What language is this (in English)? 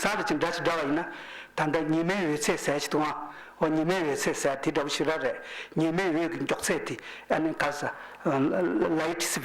Tibetan